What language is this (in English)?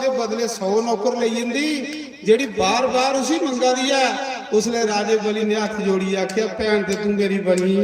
Dogri